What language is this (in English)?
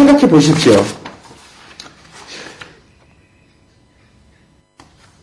Korean